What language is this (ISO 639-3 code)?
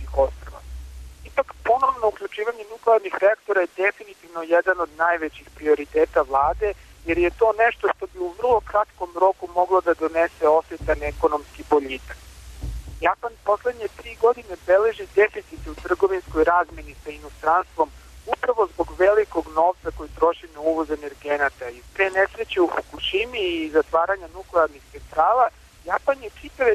srp